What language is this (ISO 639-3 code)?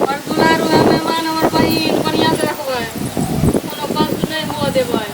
mai